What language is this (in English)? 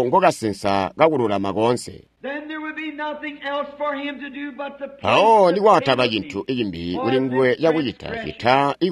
Tonga (Zambia)